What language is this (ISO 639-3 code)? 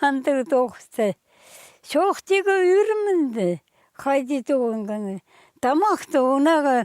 kjh